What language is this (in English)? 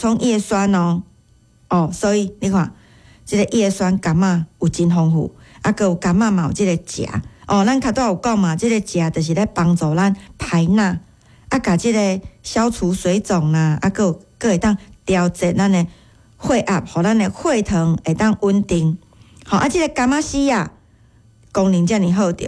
Min Nan Chinese